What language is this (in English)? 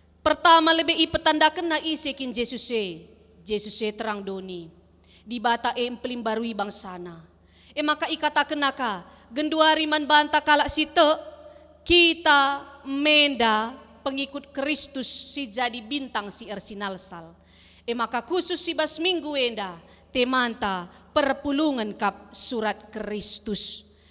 Batak Karo